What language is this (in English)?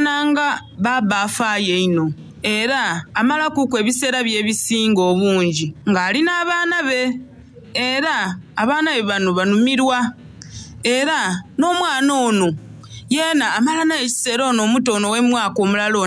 Soga